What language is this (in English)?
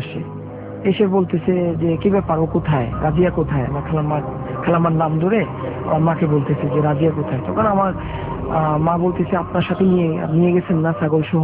Bangla